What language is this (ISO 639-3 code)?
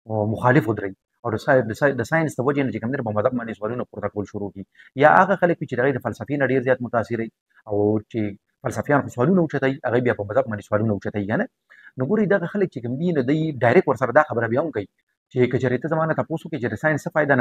pus